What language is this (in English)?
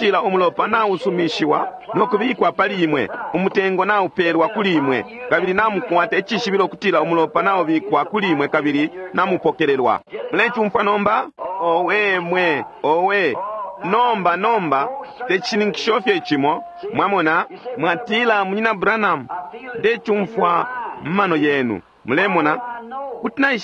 Bemba